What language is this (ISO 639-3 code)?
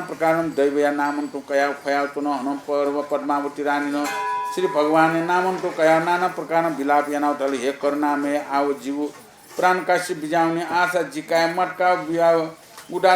new